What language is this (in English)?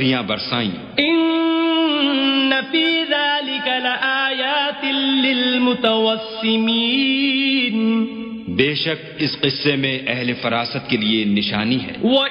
Urdu